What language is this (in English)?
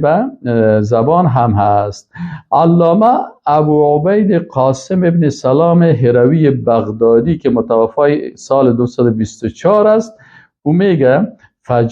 Persian